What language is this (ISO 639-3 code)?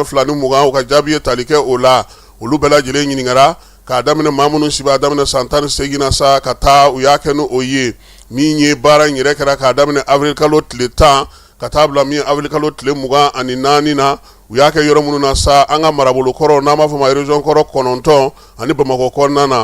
bam